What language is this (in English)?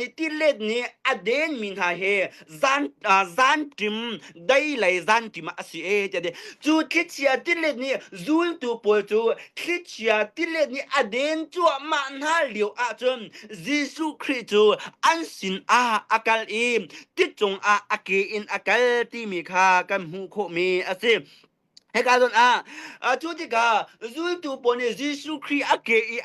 Hakha Chin